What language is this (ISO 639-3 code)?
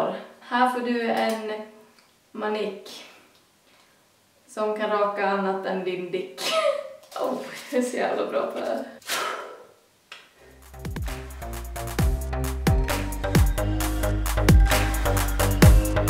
swe